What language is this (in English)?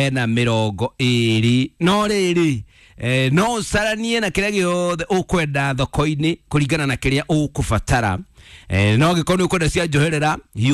Kikuyu